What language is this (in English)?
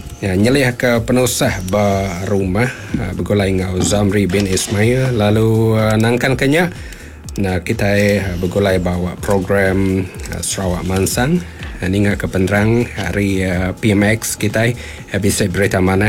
Iban